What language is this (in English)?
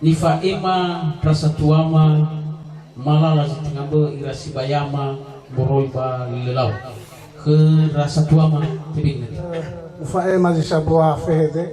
Nias